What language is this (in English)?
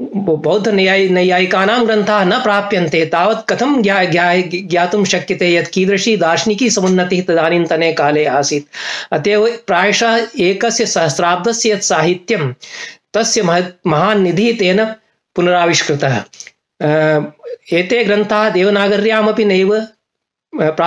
Sanskrit